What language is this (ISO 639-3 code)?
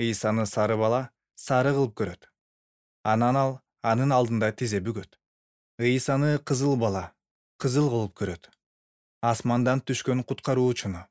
kir